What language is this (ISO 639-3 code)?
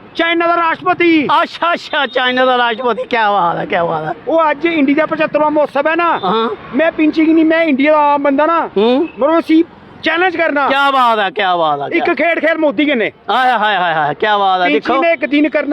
doi